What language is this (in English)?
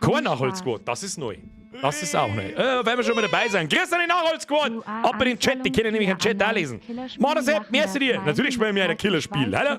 Bavarian